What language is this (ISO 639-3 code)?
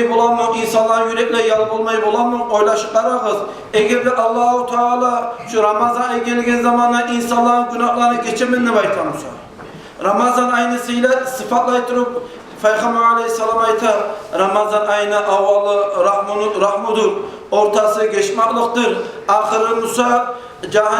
kum